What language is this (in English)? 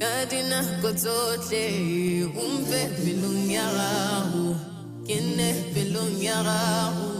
Tswana